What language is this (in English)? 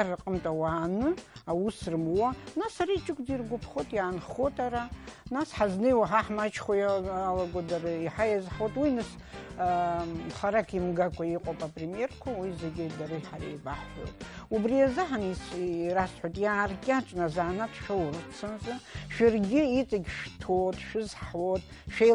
Abkhazian